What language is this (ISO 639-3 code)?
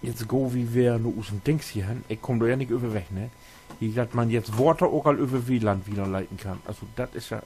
nds